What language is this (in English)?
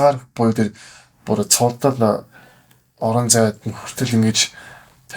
Mongolian